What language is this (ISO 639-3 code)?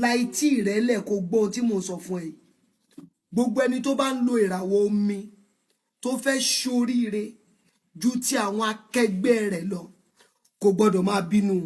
yor